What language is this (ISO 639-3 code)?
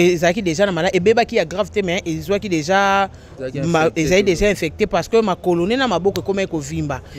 lin